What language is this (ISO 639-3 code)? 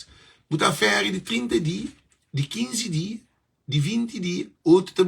kea